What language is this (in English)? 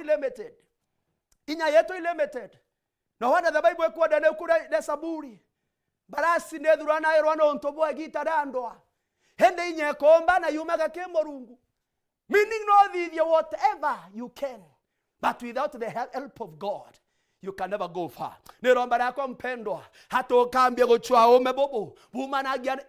Meru